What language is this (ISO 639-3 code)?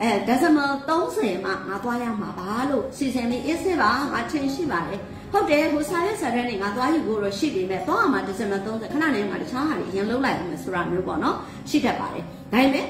mya